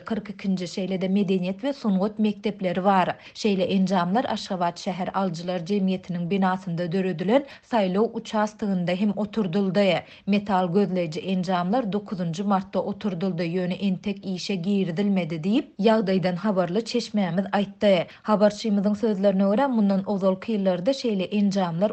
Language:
Kyrgyz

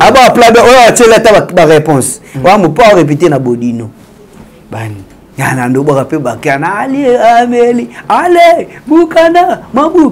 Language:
Lingala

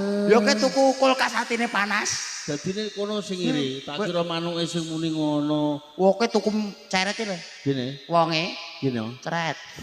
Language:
Javanese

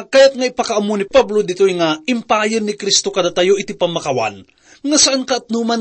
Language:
Iloko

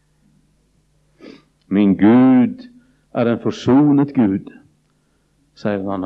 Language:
Norwegian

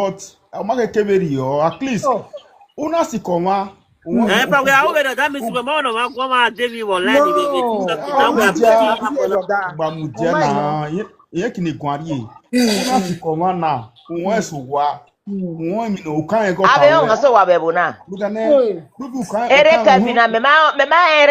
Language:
Nigerian Pidgin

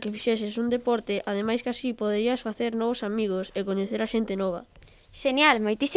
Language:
Galician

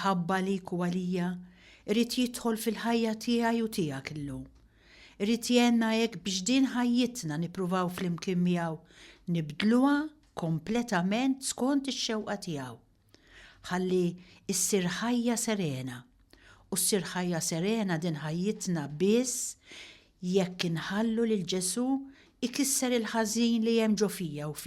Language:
Maltese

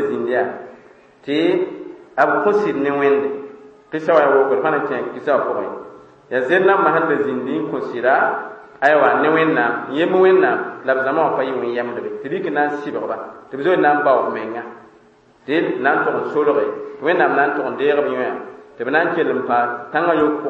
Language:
Mossi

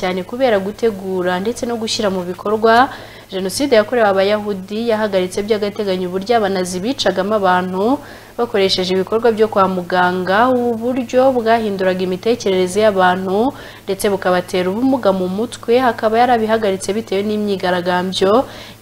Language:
Kinyarwanda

